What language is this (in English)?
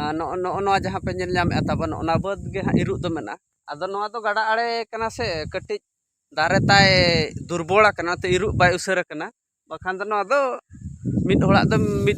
Santali